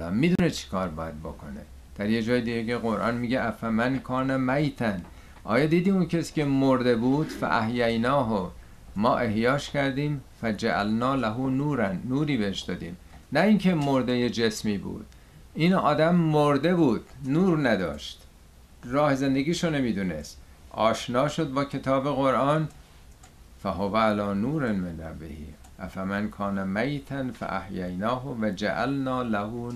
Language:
Persian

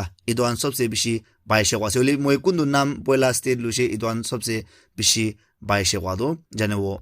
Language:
Naga Pidgin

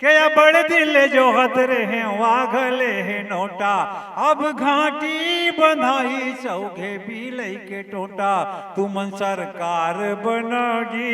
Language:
Chhattisgarhi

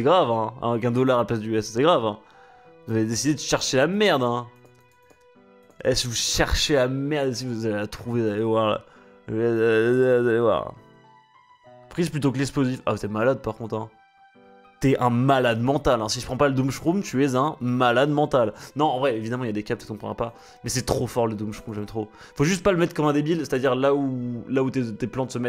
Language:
French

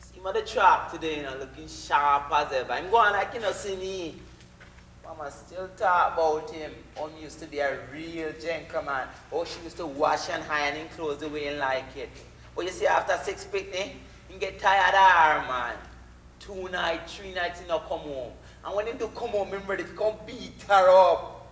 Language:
Jamaican Creole English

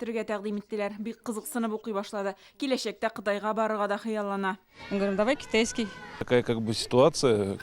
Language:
Tatar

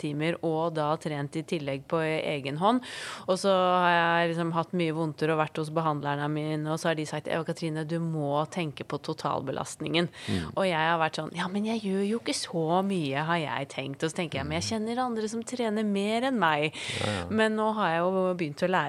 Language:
Norwegian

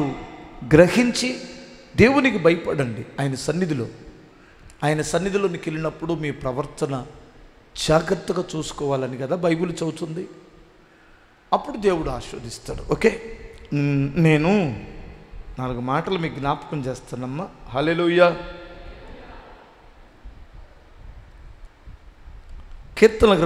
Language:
Telugu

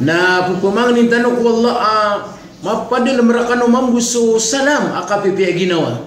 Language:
Maranao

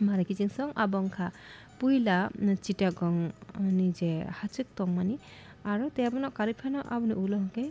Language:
Kok Borok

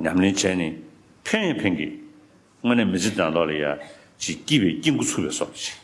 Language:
Tibetan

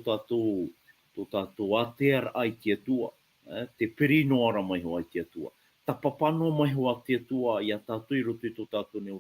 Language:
Tahitian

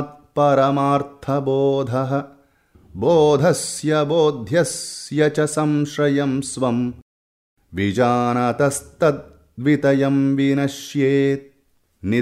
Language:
Sanskrit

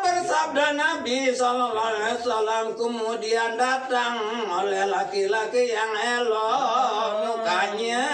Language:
Sasak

